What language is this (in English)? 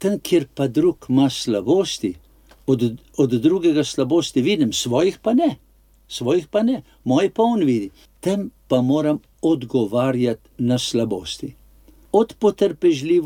Slovenian